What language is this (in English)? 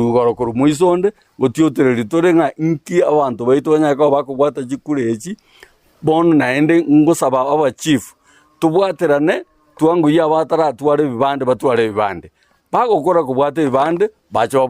Gusii